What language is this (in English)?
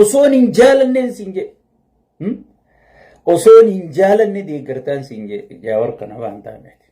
Oromo